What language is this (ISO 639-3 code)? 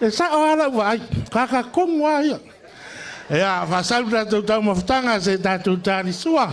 smo